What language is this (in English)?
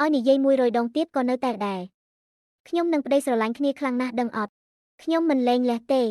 Khmer